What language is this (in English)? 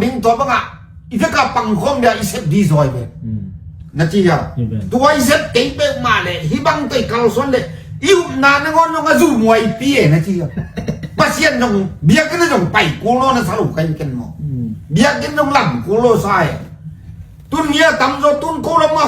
Tedim Chin